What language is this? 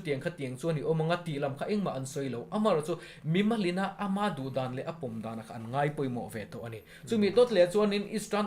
Mizo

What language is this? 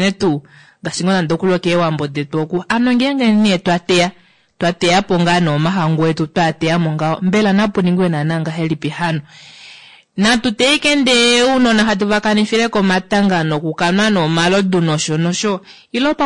Kuanyama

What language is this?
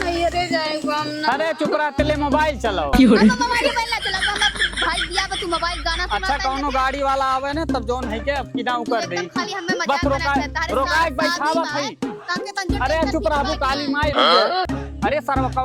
Awadhi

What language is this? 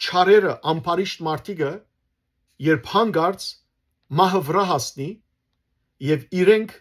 Western Armenian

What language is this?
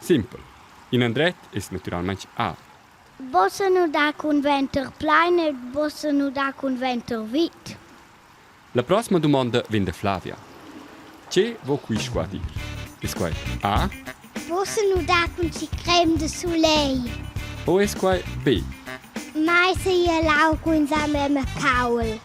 Romansh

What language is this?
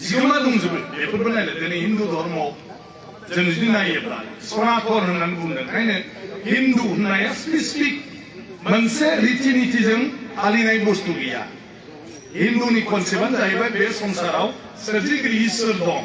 Bodo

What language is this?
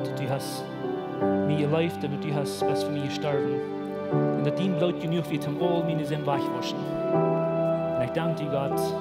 Plautdietsch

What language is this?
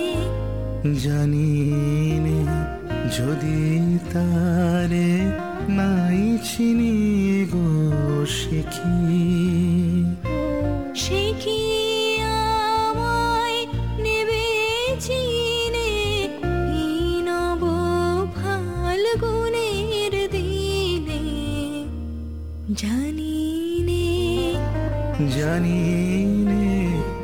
Bangla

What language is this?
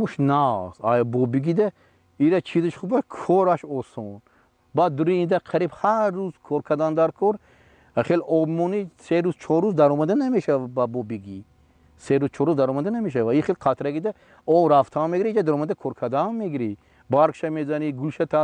Tajik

